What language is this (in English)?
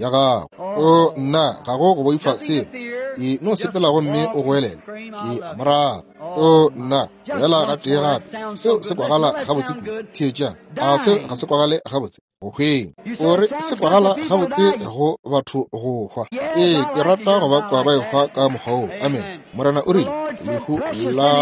Northern Sotho